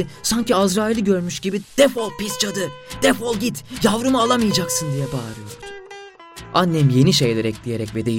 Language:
Turkish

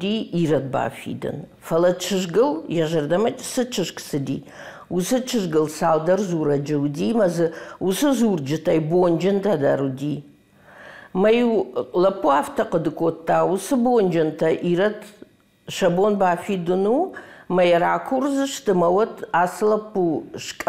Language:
Ossetic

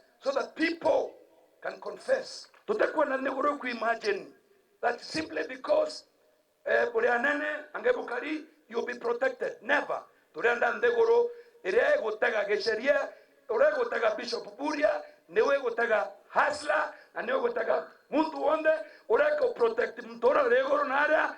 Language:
Meru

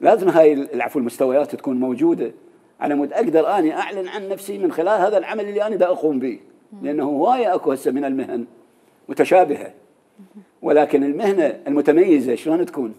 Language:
Mesopotamian Arabic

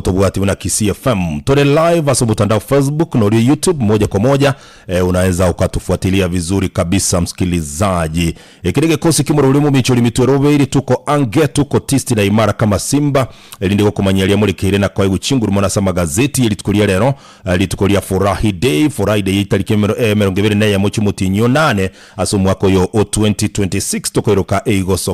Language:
Gusii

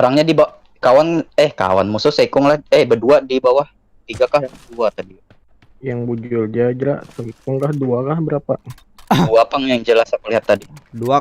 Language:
Banjar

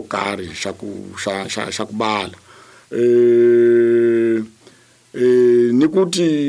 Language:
Tsonga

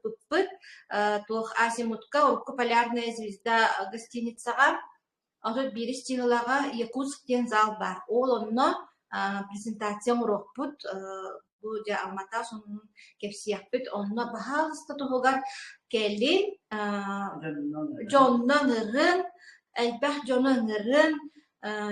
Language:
Yakut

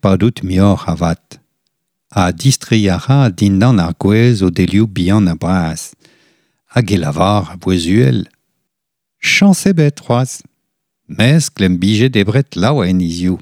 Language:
Breton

